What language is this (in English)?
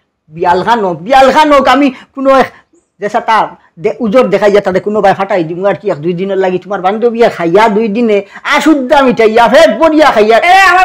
Sylheti